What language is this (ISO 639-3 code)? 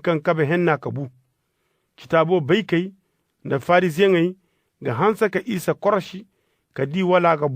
ses